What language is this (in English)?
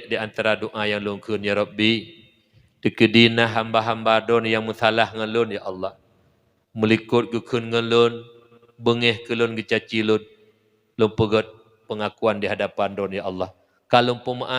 Achinese